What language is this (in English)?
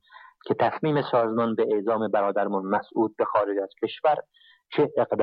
Persian